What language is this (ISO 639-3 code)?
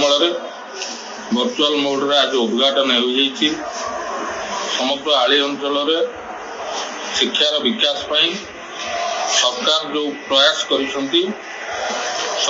ori